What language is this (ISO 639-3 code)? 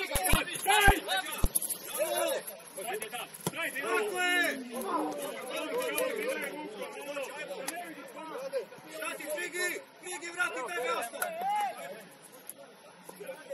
hrv